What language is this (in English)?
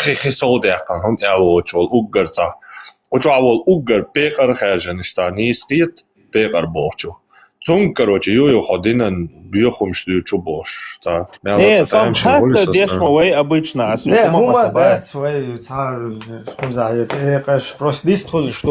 Chechen